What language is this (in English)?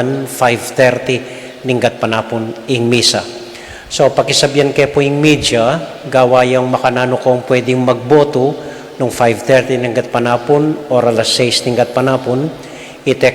Pampanga